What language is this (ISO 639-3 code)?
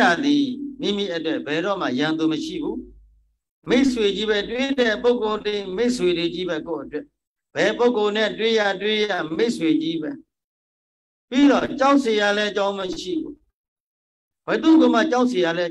mya